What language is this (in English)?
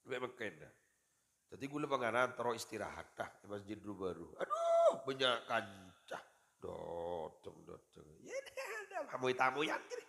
Madurese